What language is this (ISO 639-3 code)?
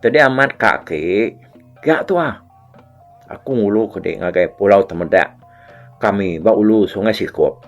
iba